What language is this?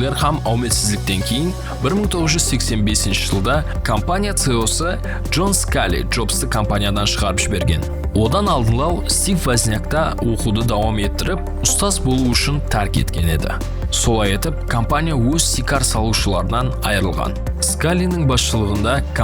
Kara-Kalpak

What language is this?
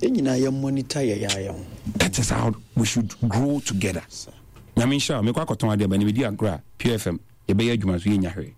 Akan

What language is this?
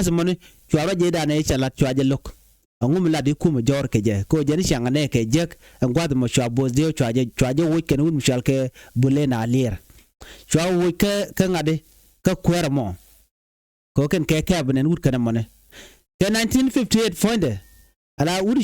Nuer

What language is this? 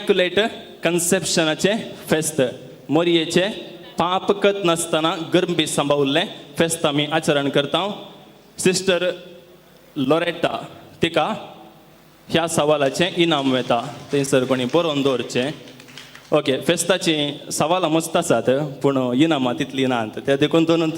Konkani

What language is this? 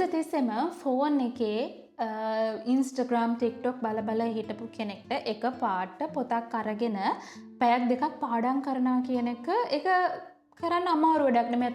Sinhala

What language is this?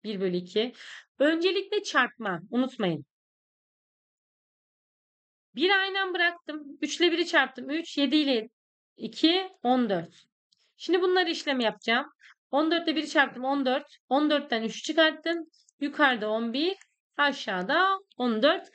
Turkish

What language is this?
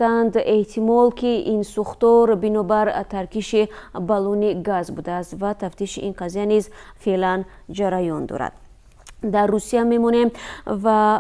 Tajik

